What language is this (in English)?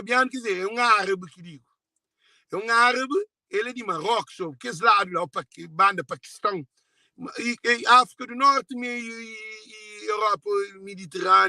Kabuverdianu